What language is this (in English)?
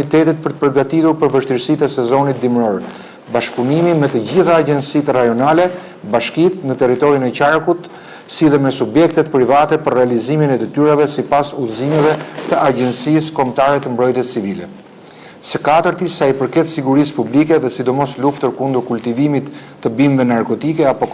Albanian